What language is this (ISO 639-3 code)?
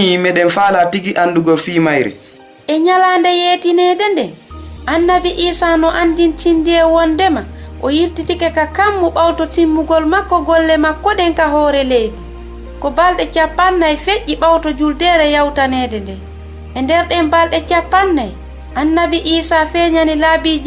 ful